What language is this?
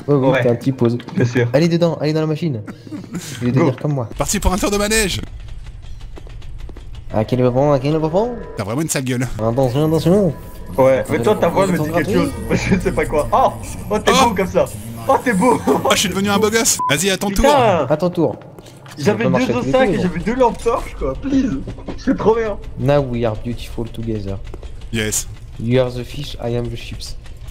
French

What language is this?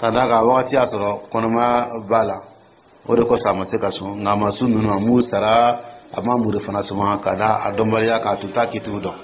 Dyula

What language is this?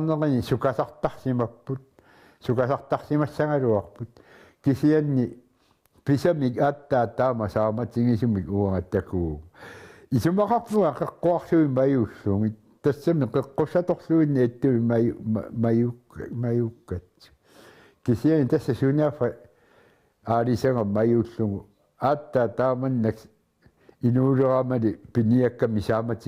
Kalaallisut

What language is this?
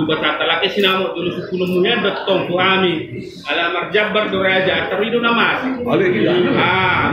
Batak Toba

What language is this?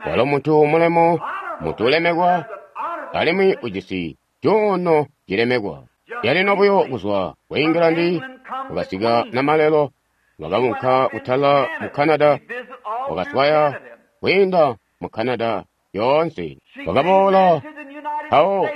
Tonga (Zambia)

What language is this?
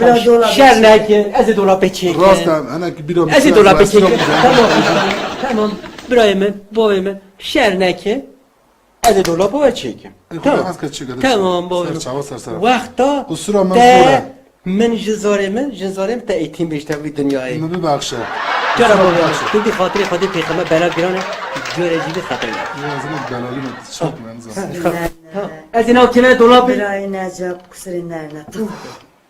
Kurdish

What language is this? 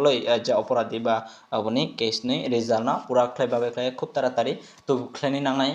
Kok Borok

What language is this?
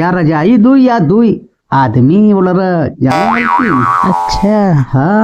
Bhojpuri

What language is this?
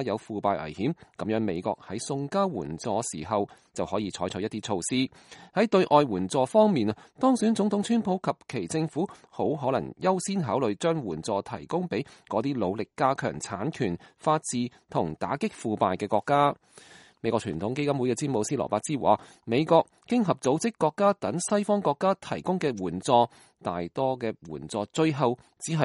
Cantonese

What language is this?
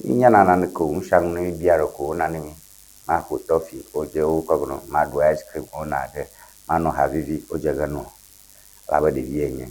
Ewe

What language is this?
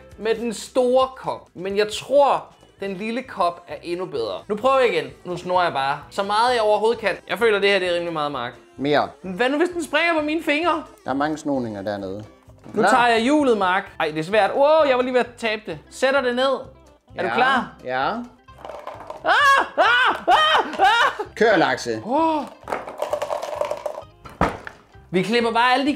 Danish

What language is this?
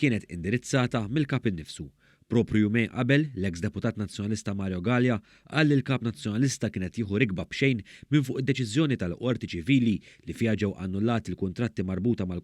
Maltese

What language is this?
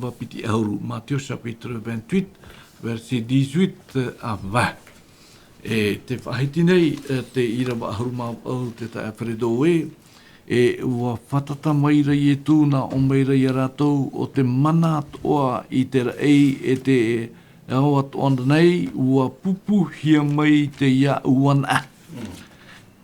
Tahitian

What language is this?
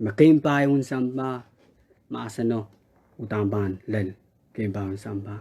Pohnpeian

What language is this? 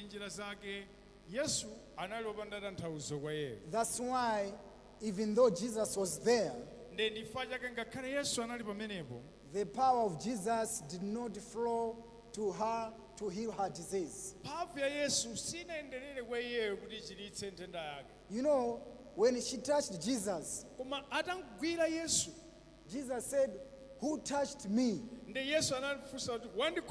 Nyanja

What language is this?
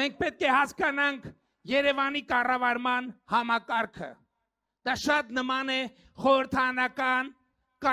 Armenian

